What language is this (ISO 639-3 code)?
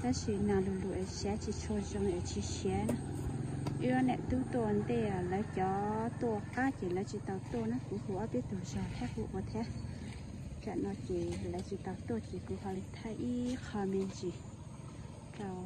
hmn